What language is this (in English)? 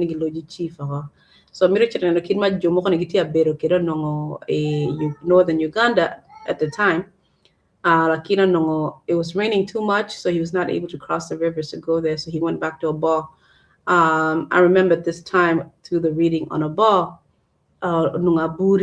Acoli